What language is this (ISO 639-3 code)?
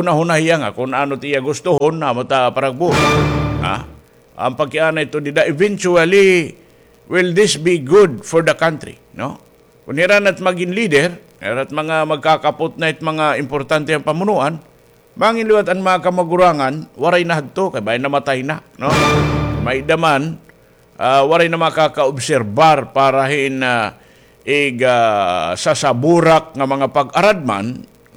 war